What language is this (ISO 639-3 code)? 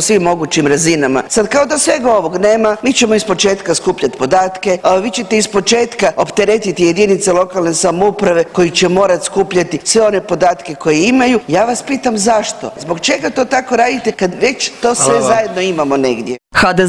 hrv